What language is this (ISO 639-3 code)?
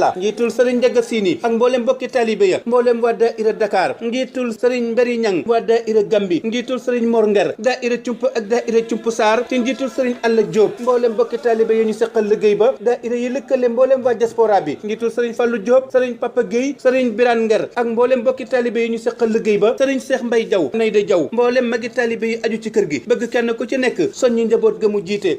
wol